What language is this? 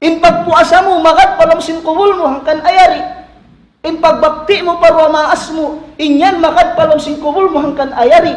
Tausug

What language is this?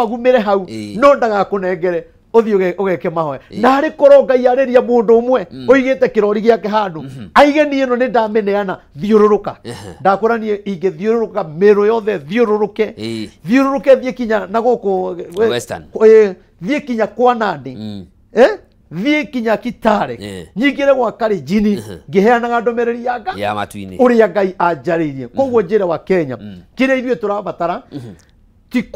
Kikuyu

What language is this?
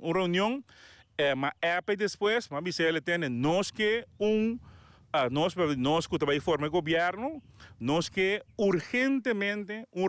Papiamento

